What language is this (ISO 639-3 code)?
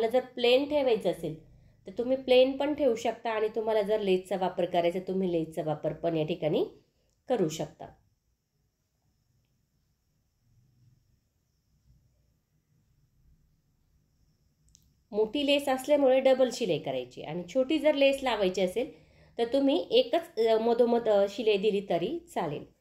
mar